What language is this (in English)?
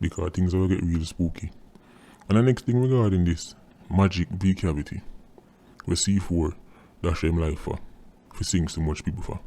Jamaican Creole English